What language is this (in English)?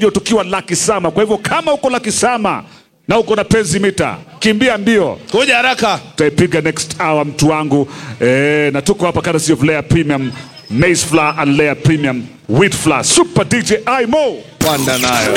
Swahili